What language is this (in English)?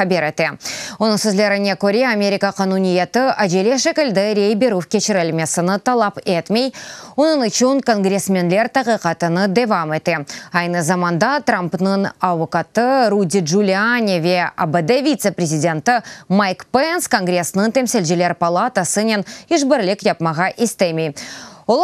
Crimean Tatar